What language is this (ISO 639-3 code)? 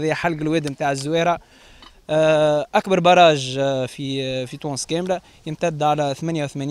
aeb